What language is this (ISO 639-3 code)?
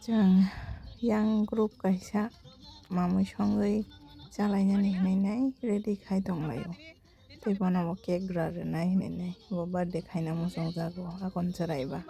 trp